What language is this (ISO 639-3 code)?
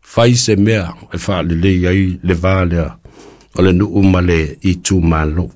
smo